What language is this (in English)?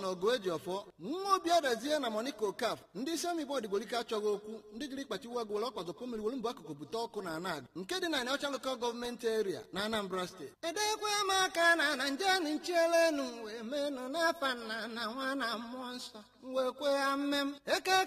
Igbo